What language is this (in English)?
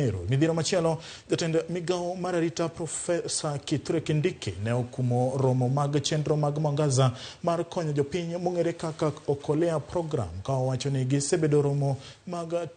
Luo (Kenya and Tanzania)